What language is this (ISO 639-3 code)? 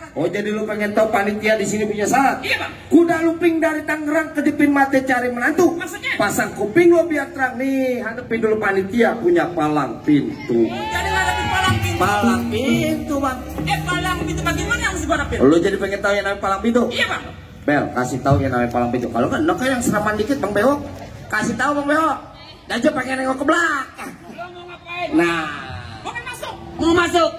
bew